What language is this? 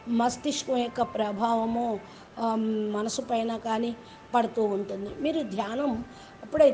Telugu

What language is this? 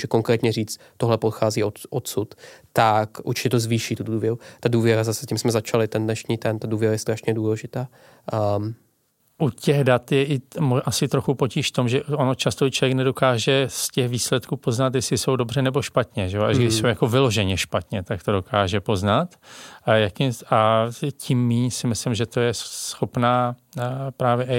Czech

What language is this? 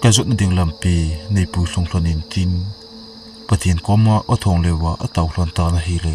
Thado Chin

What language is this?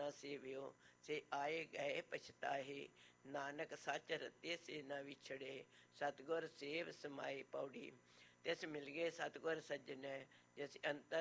Punjabi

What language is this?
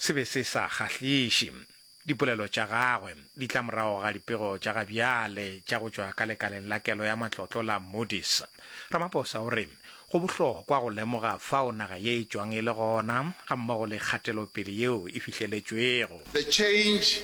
Northern Sotho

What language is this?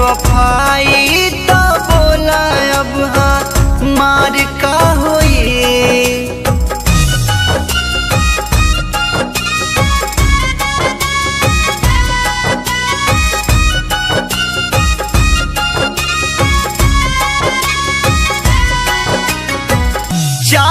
Bhojpuri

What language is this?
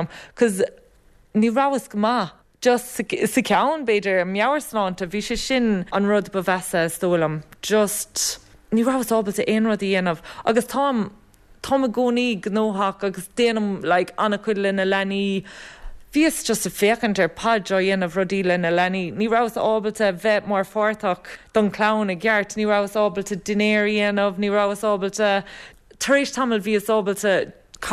Irish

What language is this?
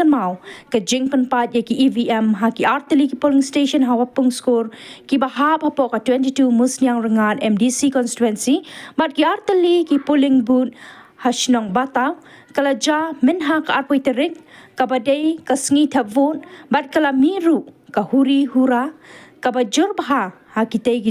Khasi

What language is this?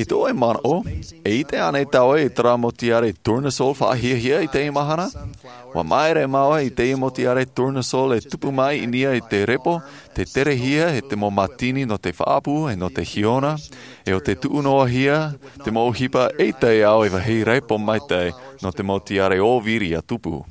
Tahitian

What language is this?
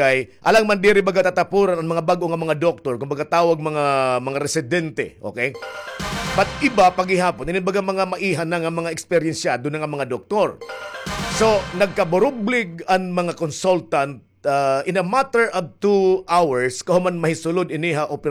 Waray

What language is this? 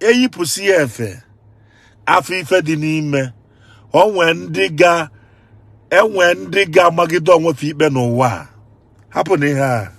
Igbo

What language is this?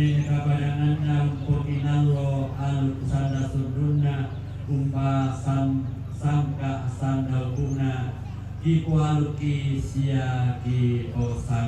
Toraja-Sa'dan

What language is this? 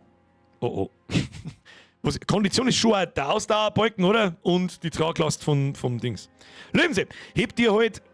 Bavarian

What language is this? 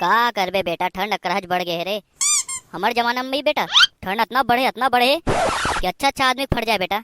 Chhattisgarhi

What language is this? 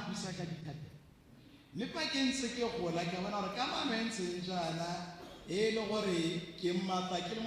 Tswana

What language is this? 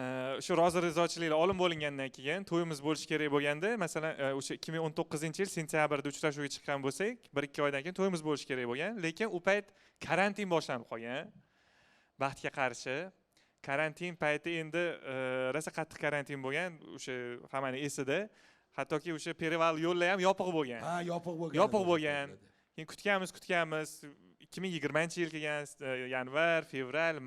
Uzbek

